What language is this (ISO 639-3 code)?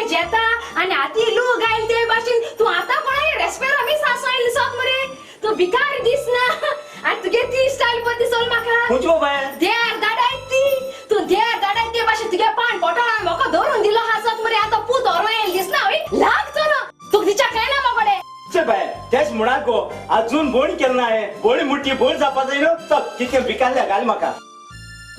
kok